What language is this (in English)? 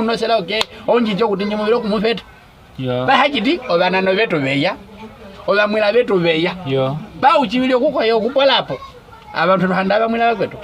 Nyaneka